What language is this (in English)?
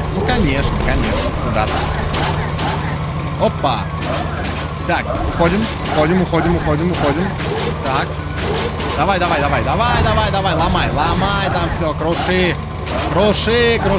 Russian